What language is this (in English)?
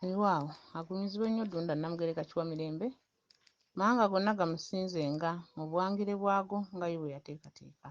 Ganda